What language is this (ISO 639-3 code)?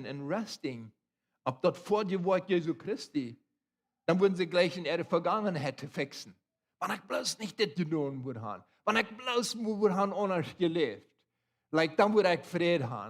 pdt